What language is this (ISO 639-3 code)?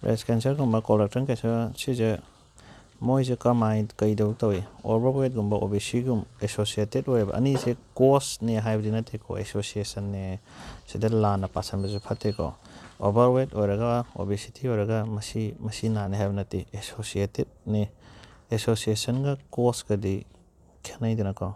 mni